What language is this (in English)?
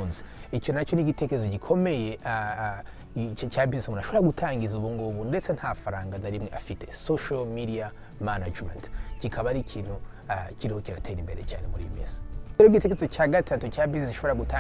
Kinyarwanda